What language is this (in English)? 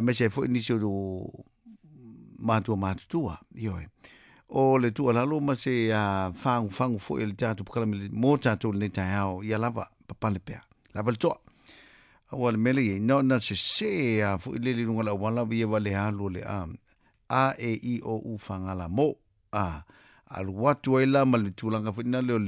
Samoan